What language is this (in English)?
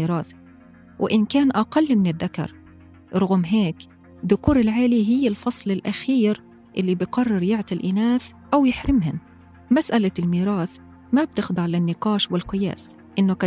North Levantine Arabic